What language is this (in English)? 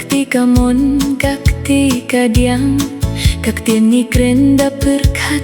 Khasi